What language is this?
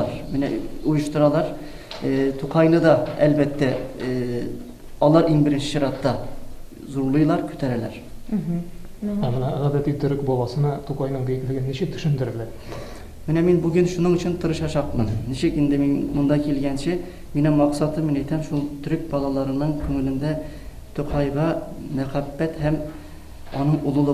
Tatar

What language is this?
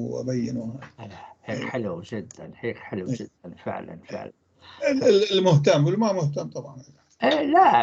North Levantine Arabic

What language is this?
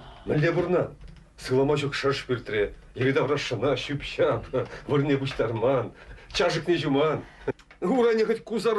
Chuvash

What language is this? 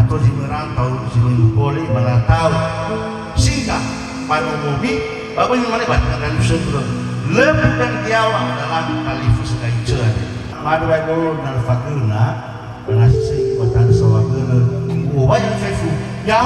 Nias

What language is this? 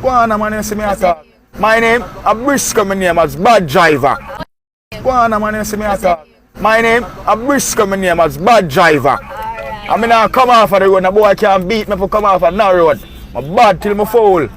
Jamaican Creole English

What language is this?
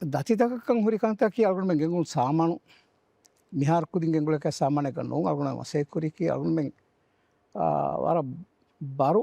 Divehi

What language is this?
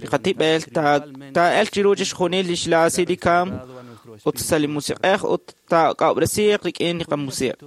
Kekchí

